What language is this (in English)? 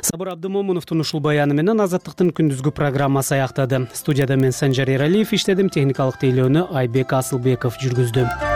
Kyrgyz